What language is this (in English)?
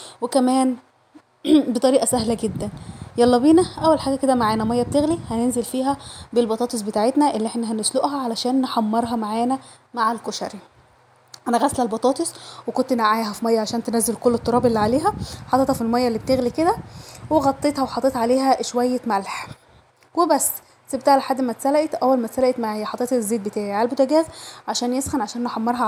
Egyptian Arabic